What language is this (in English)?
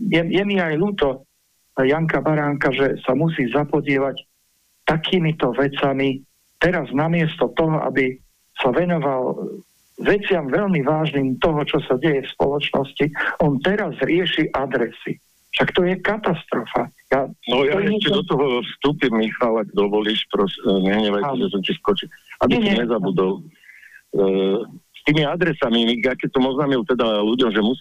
Slovak